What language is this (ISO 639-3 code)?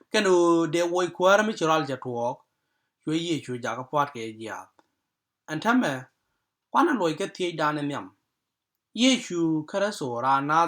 nus